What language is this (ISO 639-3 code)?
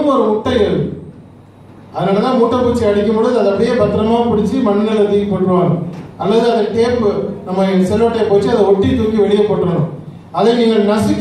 tam